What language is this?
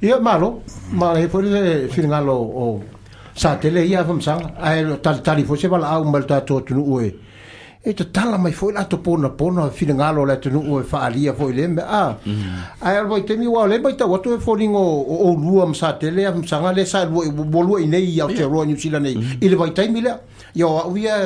Samoan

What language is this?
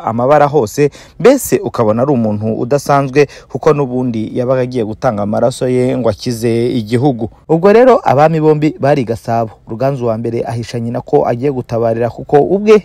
Kinyarwanda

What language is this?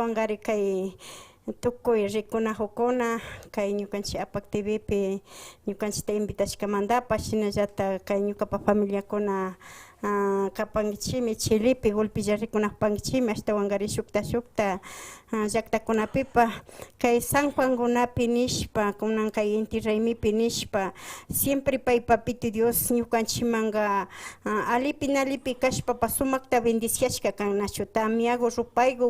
Imbabura Highland Quichua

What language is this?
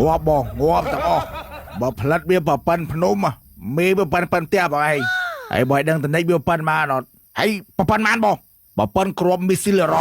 Khmer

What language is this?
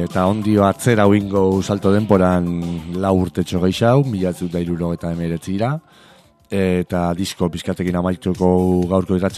Basque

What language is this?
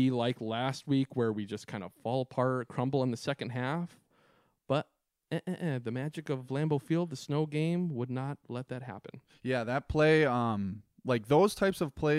English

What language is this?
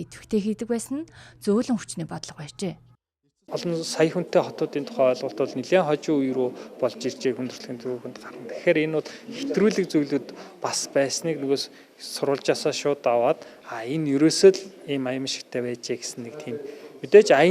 Mongolian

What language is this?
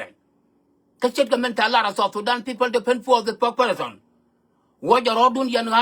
Nuer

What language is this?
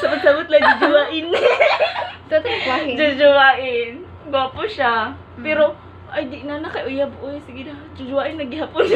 Cebuano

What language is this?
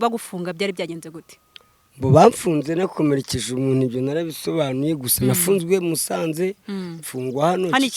Kinyarwanda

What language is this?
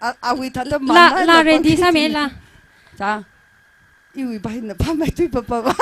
Tangkhul Naga (India)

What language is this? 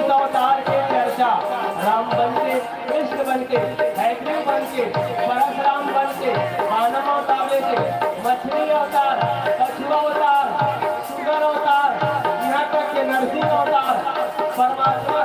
Chhattisgarhi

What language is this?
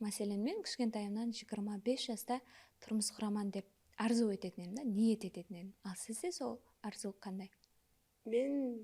Kara-Kalpak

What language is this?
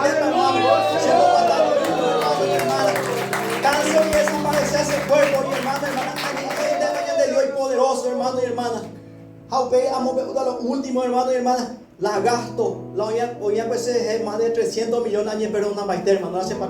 Guarani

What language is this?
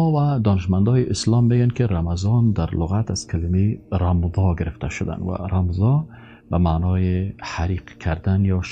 Persian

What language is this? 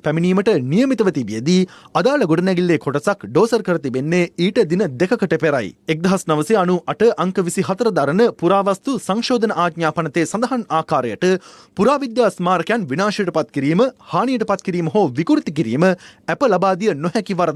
Sinhala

